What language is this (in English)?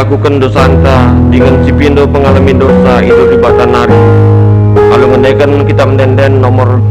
Batak Karo